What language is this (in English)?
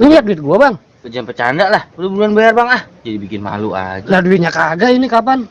Betawi